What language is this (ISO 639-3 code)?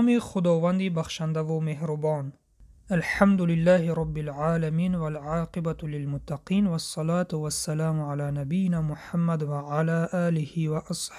tgk